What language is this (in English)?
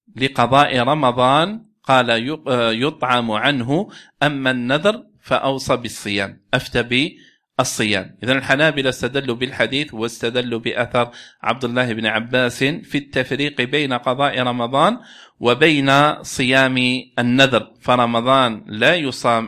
Arabic